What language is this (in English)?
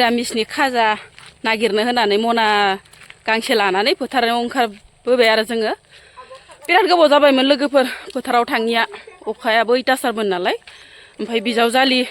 Bodo